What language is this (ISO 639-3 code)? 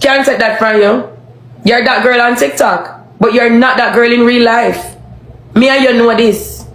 jam